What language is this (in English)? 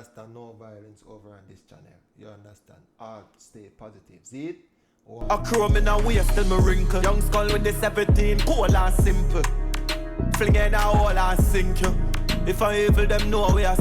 Jamaican Creole English